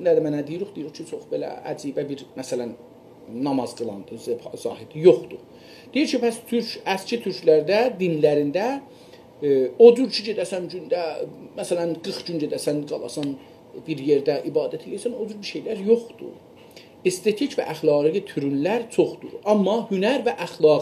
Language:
South Azerbaijani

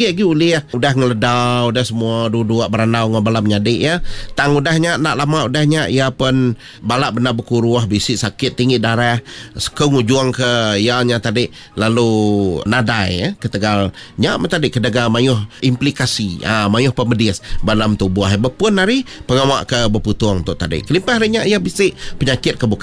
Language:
Iban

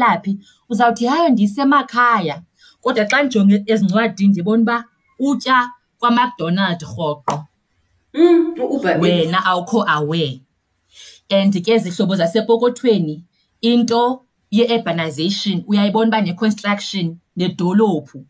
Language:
Xhosa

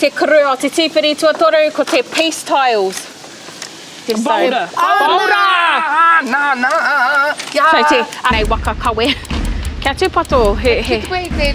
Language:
Māori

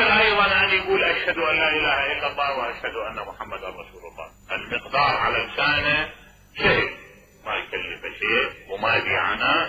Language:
Mesopotamian Arabic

